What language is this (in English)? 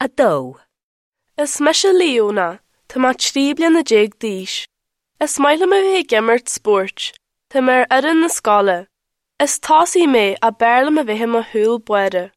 Irish